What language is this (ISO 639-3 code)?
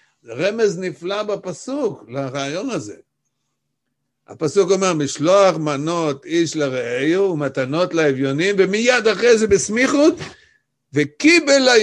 heb